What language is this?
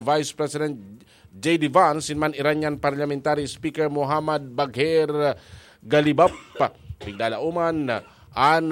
Bikol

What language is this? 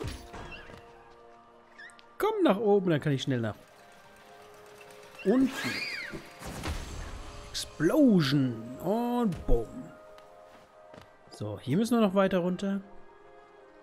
German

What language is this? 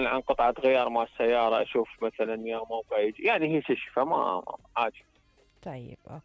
Mesopotamian Arabic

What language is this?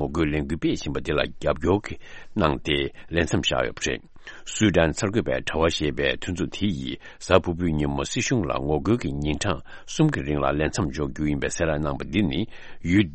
Tibetan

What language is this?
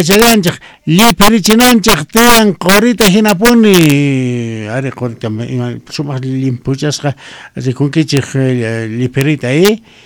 South Bolivian Quechua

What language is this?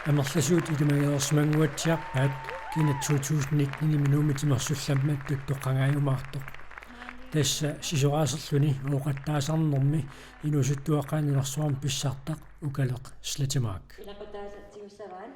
Kalaallisut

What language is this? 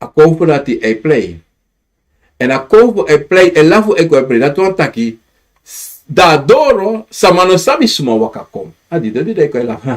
Sranan Tongo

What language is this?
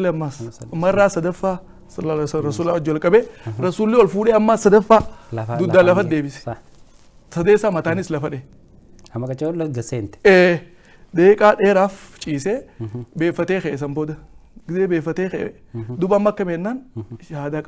Oromo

